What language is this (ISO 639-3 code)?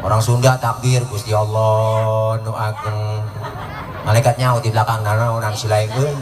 bew